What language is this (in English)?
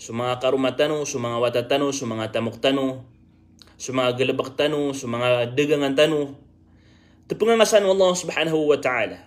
Maranao